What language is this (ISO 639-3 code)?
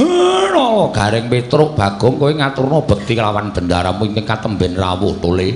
jav